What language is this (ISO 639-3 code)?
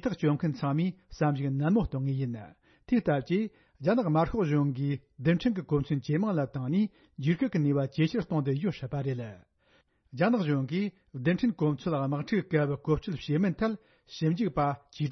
bod